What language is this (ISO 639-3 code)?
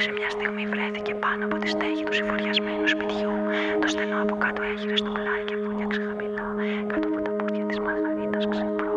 ell